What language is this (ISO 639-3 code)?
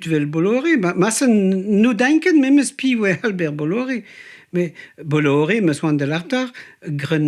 bre